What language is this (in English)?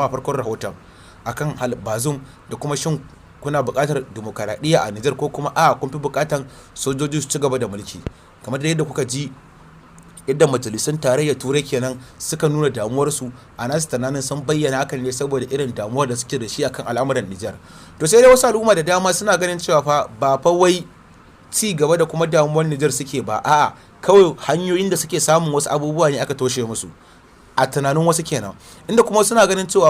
Hausa